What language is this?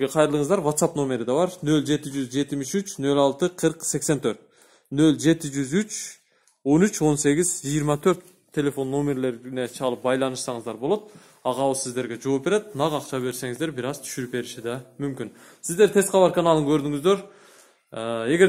Kyrgyz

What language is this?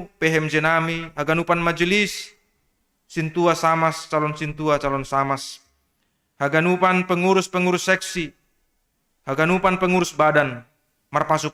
Batak Simalungun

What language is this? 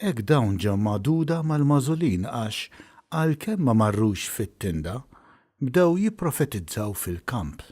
Maltese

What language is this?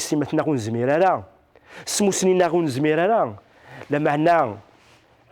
Kabyle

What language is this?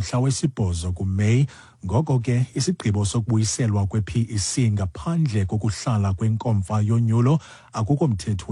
Xhosa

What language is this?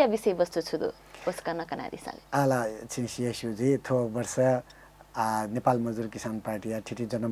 Newari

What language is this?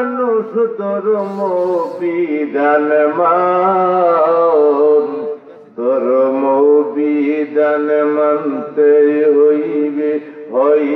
Sylheti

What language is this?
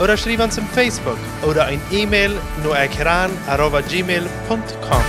Plautdietsch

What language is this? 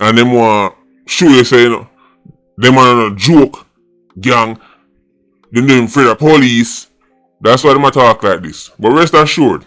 Jamaican Creole English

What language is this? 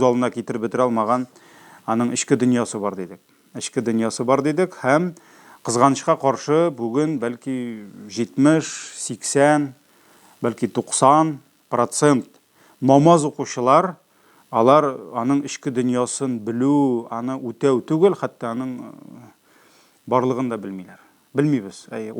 Tatar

